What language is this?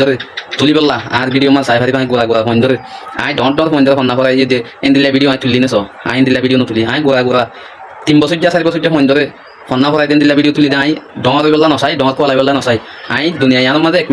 Rohingya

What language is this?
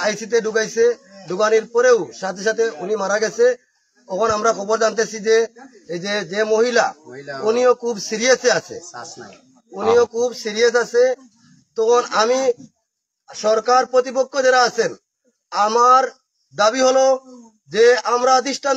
Sylheti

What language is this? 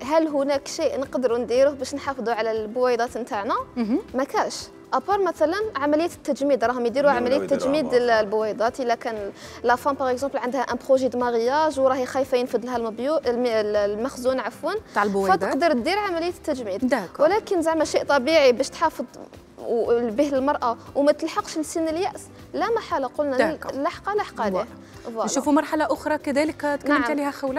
Algerian Arabic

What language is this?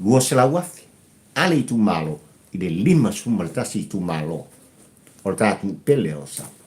Samoan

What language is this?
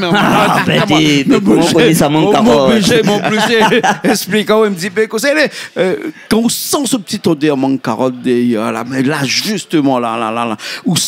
Réunion Creole French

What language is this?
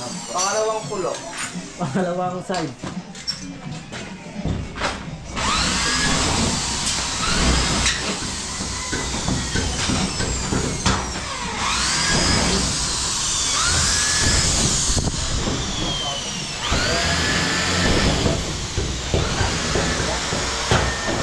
Filipino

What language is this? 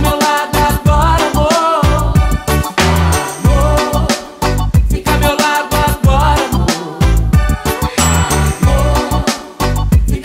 Portuguese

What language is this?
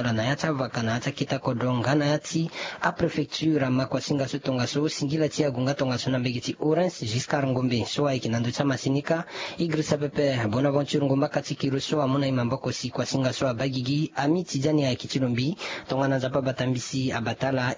Sango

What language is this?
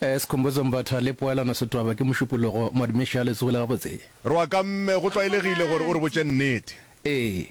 Northern Sotho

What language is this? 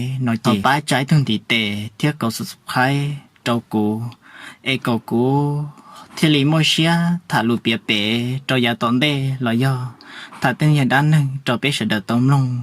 Hmong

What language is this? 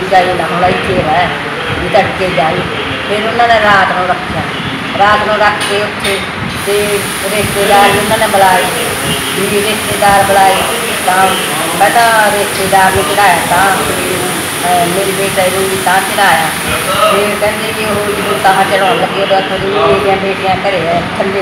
Punjabi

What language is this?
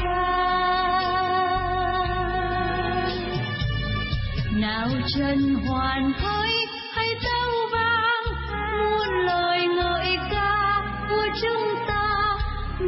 Vietnamese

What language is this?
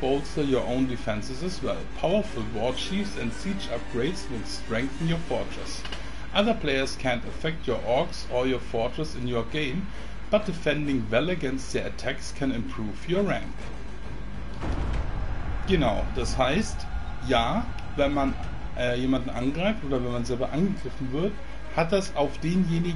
English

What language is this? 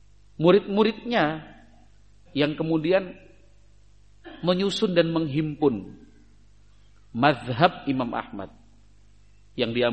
Indonesian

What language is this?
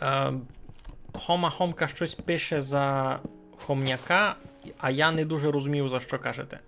Rusyn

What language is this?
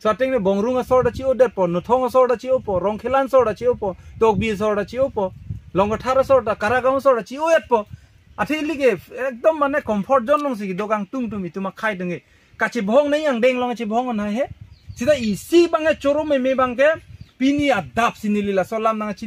Karbi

